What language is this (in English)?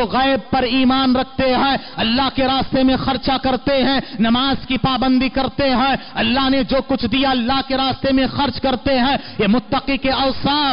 Urdu